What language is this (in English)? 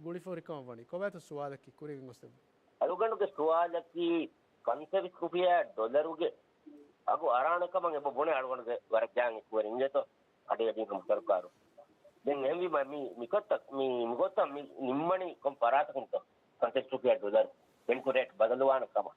Divehi